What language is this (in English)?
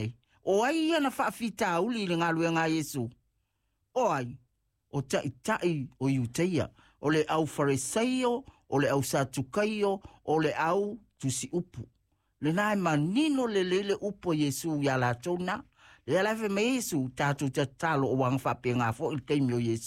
Samoan